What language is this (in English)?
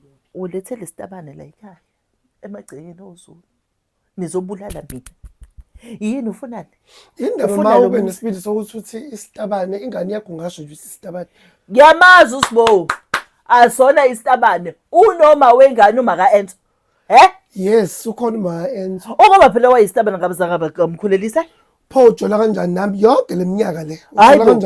Zulu